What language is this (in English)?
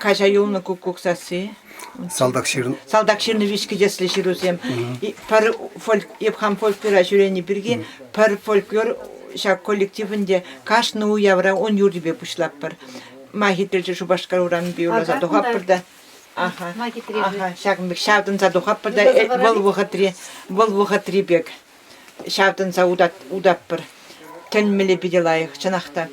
Chuvash